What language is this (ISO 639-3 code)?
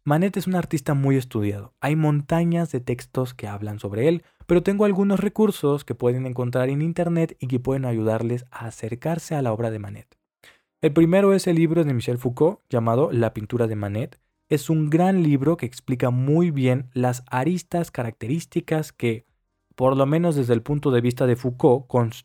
spa